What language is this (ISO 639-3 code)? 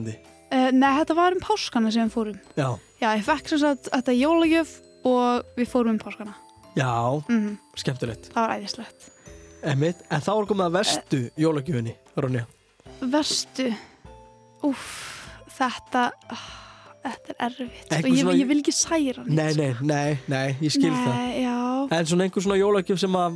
isl